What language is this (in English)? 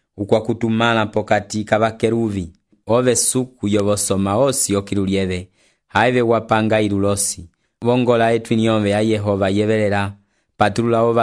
Umbundu